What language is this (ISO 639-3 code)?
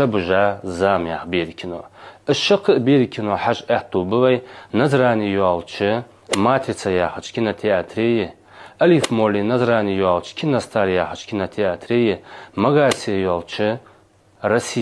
inh